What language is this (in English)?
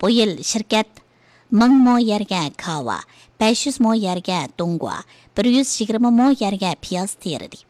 Uyghur